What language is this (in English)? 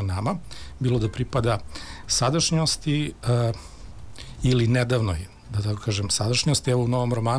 Serbian